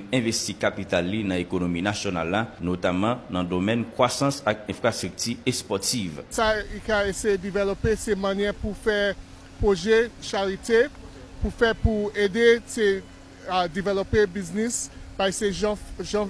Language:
Haitian Creole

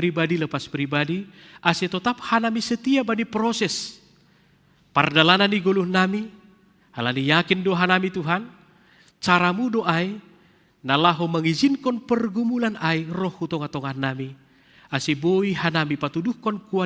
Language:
Batak Simalungun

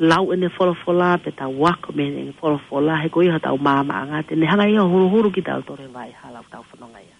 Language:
Tongan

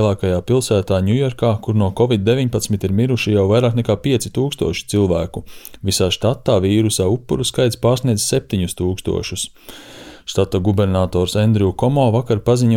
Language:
Latvian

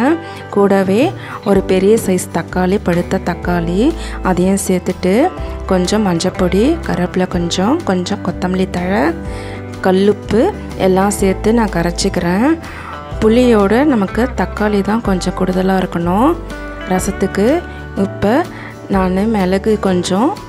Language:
Tamil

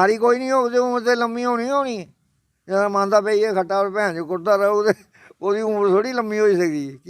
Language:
Dogri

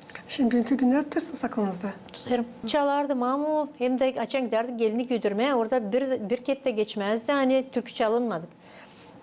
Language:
Gagauz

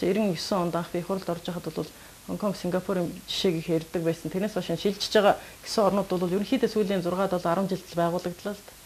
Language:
Mongolian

